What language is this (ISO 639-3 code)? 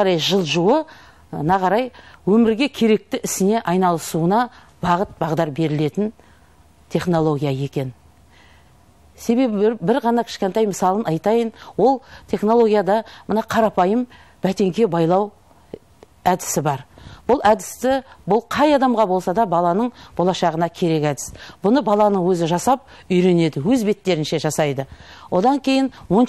kaz